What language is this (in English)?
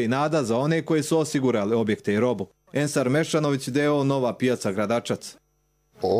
Croatian